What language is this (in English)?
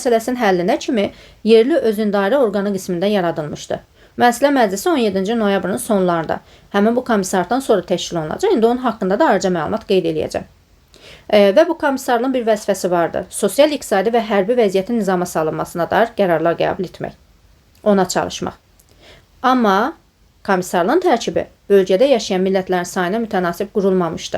Azerbaijani